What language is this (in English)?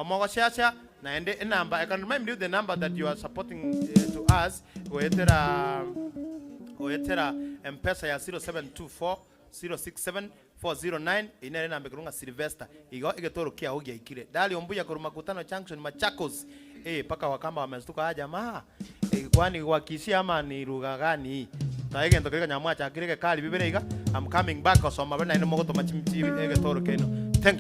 Gusii